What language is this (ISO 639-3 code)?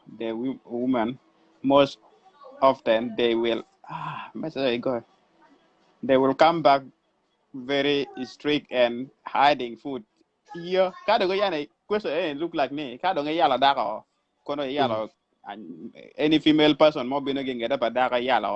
ach